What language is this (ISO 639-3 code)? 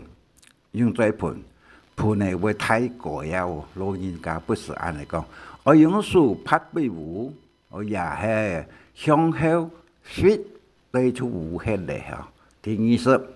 hak